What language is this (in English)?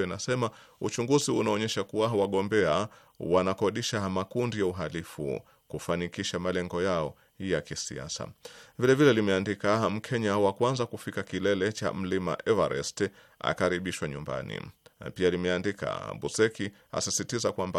Swahili